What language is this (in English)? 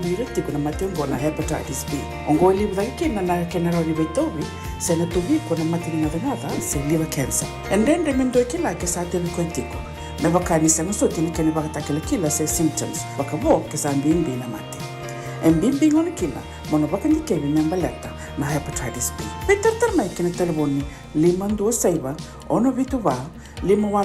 Fijian